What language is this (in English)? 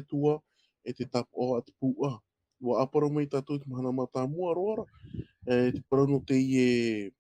Tahitian